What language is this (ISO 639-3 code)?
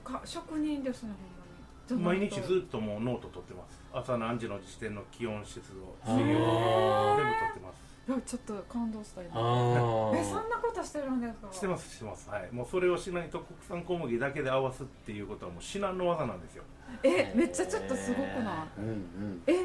jpn